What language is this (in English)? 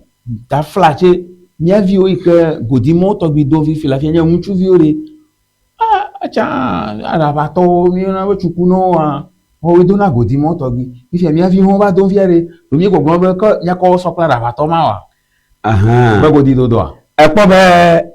Ewe